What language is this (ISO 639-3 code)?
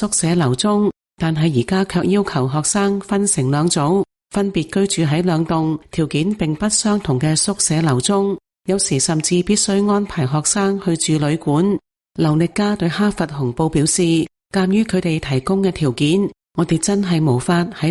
yue